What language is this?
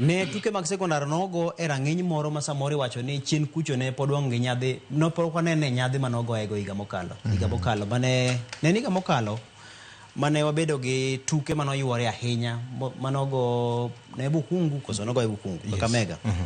Luo (Kenya and Tanzania)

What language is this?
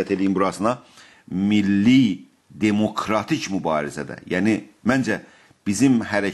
South Azerbaijani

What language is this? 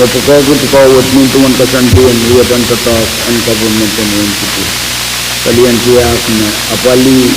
Pohnpeian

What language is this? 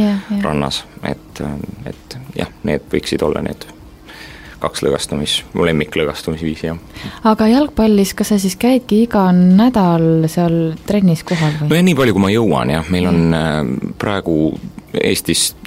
Estonian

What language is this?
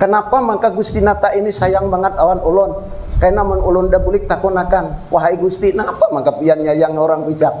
Banjar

